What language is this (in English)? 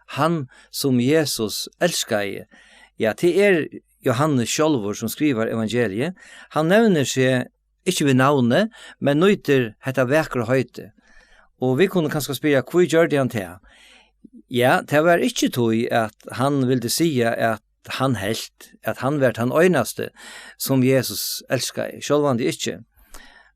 Faroese